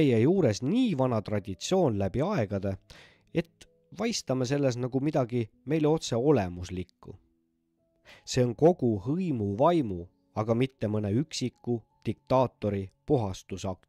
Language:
Estonian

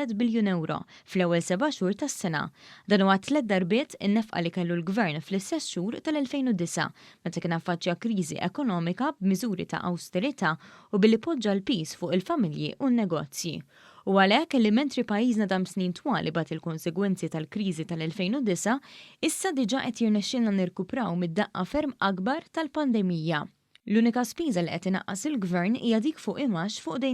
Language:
Maltese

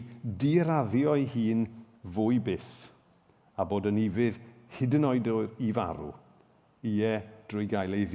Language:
Welsh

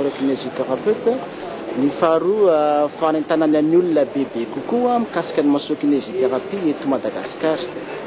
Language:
Malagasy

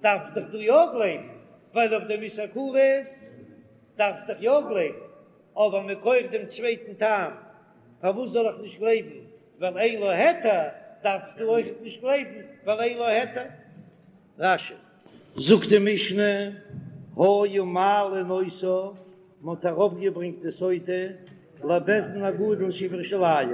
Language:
Yiddish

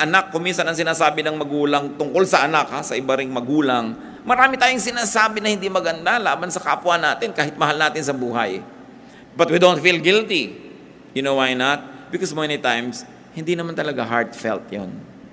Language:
Filipino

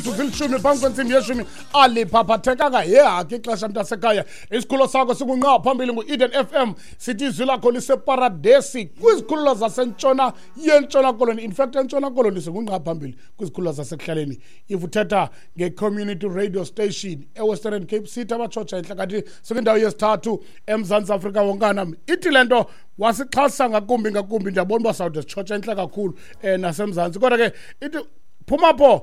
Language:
Xhosa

